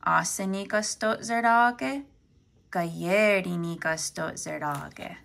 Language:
Mohawk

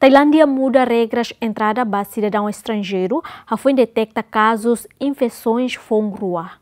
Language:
Tetum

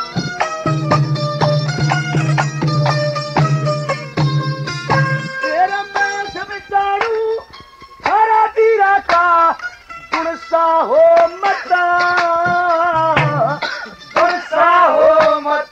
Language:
Haryanvi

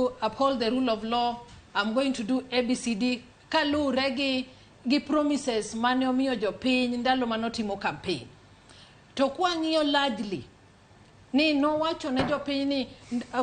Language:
Luo (Kenya and Tanzania)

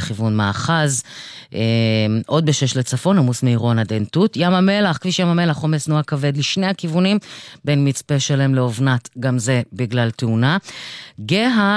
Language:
Hebrew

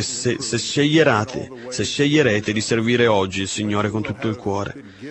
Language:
Italian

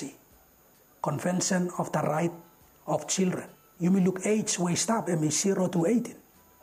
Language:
Bislama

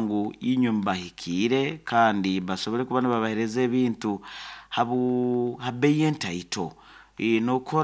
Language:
Nyoro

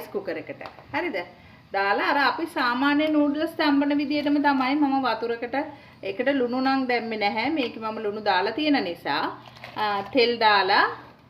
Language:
Sinhala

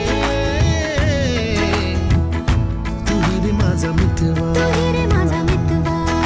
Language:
Marathi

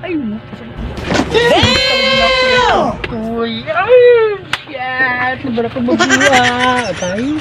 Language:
Cebuano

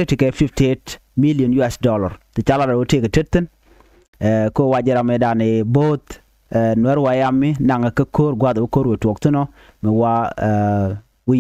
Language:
Nuer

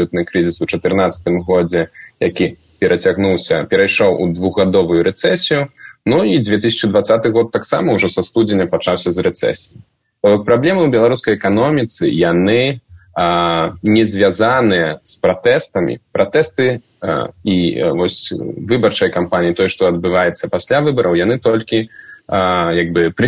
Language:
Belarusian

